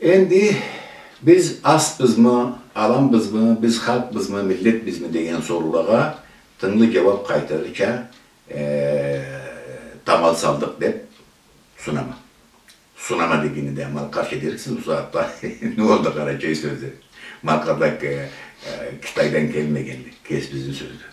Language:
Karachay-Balkar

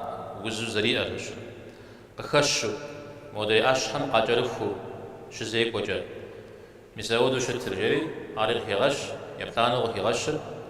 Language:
Kabardian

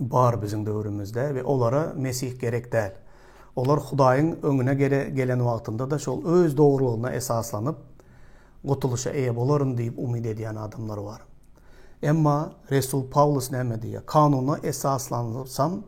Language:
Turkmen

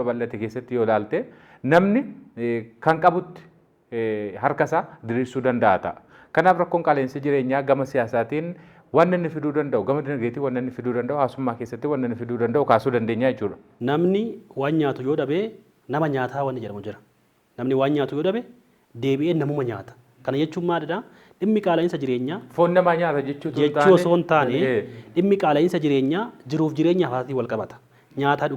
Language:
Oromo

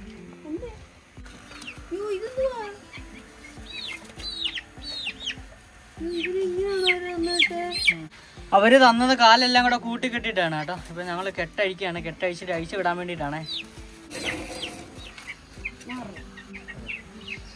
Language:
Malayalam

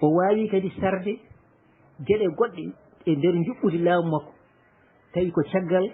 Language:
Fula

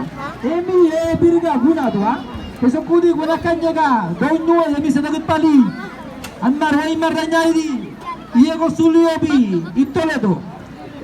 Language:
San Blas Kuna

